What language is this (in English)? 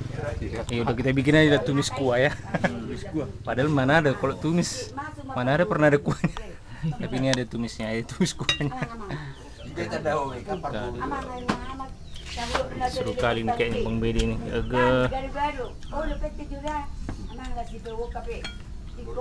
Indonesian